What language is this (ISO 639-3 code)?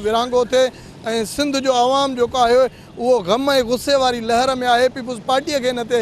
snd